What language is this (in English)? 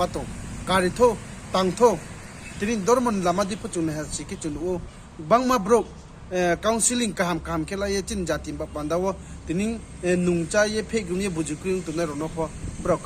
Riang (India)